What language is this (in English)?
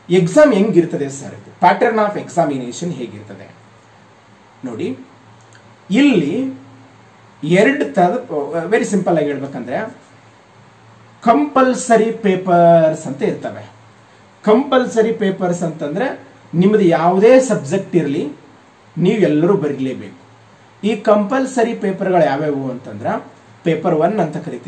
Kannada